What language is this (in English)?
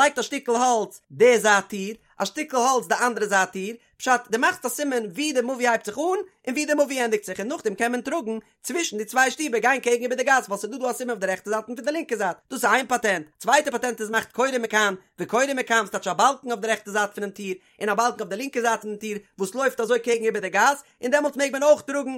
Yiddish